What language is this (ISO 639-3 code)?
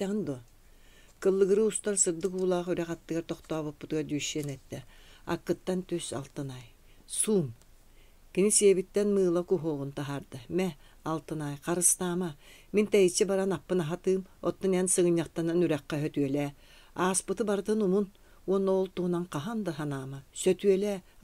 sah